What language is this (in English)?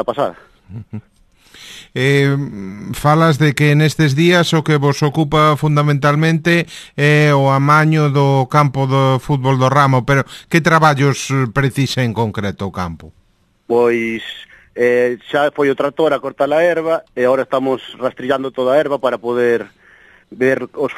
Galician